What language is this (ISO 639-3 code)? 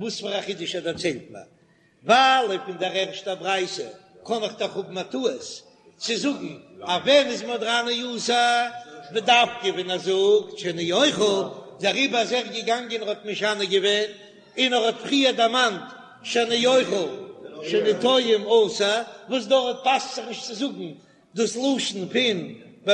yid